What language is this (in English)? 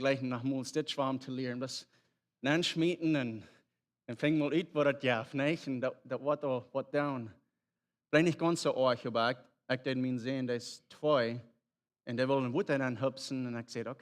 Plautdietsch